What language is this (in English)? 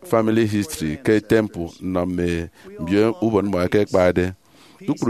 Efik